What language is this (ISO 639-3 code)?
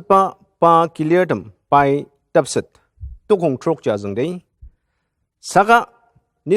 njo